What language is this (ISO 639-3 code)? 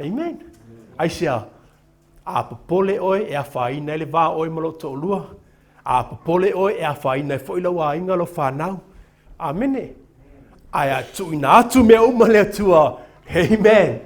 smo